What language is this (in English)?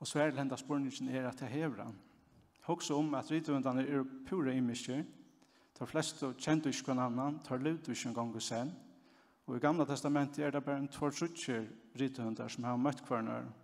Faroese